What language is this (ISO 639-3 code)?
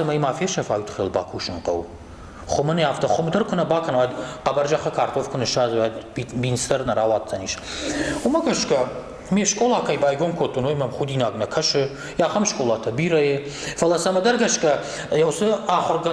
oss